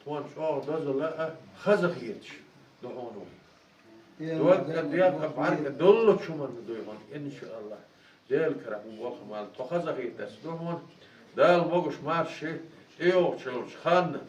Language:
Chechen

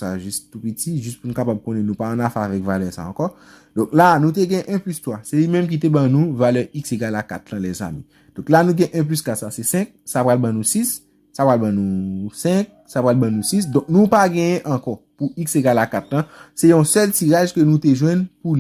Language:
Haitian Creole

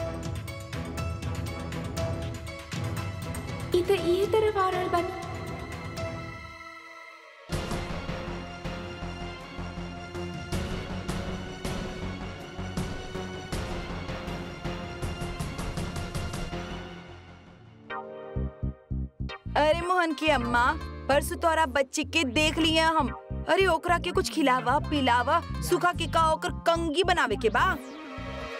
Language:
Bhojpuri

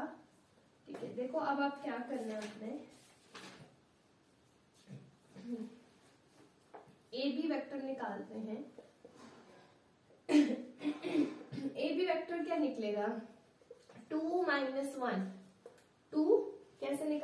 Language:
Hindi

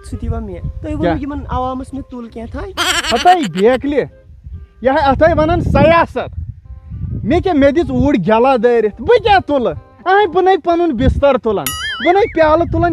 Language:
Kashmiri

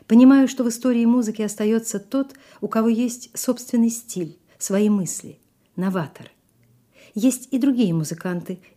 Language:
Russian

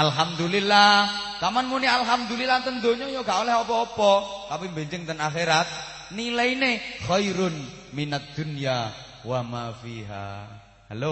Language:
Javanese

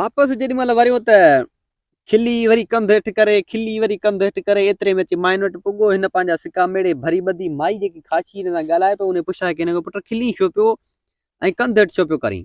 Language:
Sindhi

